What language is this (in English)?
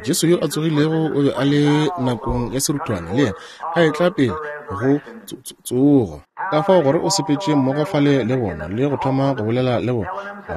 Northern Sotho